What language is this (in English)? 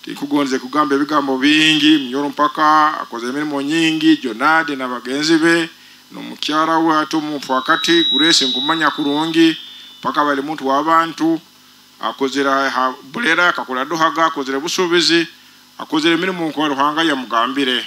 Nyoro